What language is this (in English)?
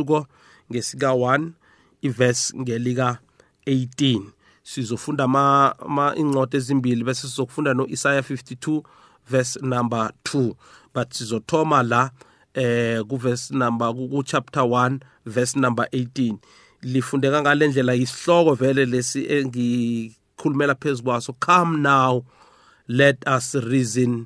South Ndebele